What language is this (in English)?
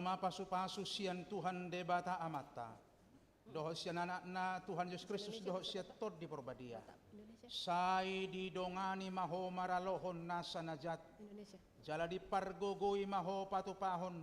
Batak Toba